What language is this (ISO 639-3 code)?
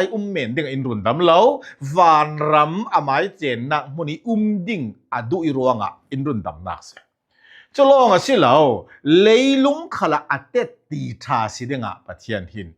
cfm